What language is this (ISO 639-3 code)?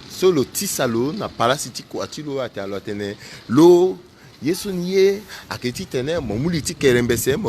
sag